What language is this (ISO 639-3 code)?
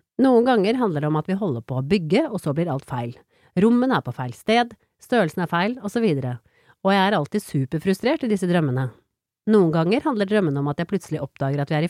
nor